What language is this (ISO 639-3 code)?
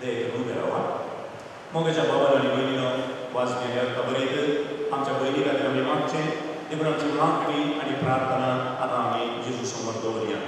kok